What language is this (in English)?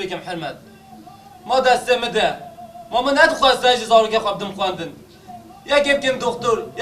Kurdish